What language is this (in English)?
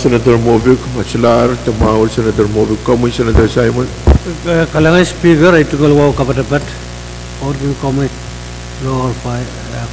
Pohnpeian